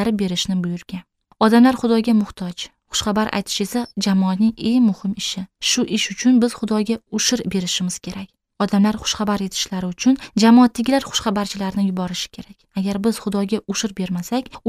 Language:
Uzbek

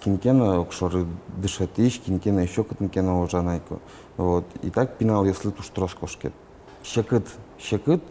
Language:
Udmurt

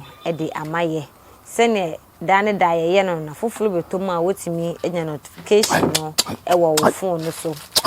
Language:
Akan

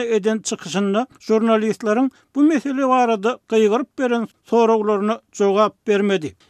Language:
Turkmen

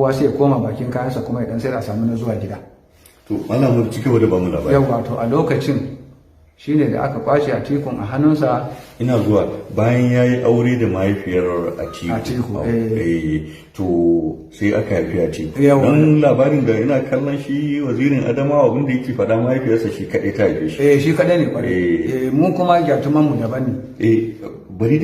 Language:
Hausa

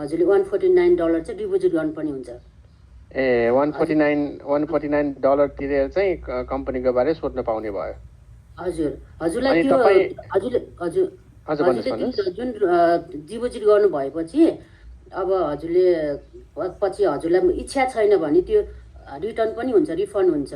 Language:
Nepali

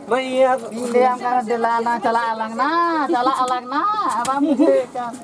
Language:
Santali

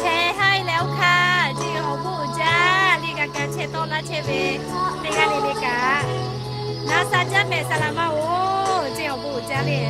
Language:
Lahu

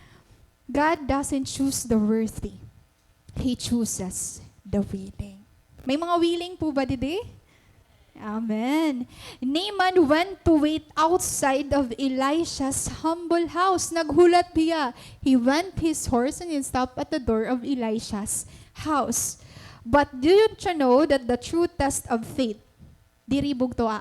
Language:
Waray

